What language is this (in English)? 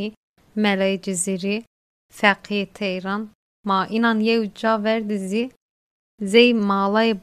Kurdish